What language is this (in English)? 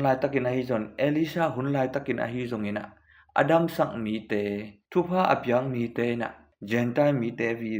Tedim Chin